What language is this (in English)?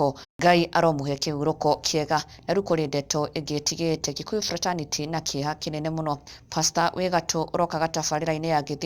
Kikuyu